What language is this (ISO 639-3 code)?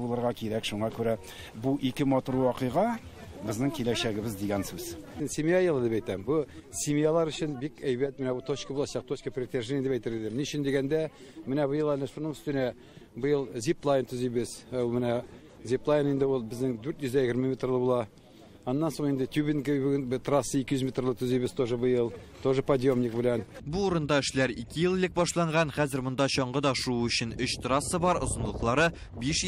tat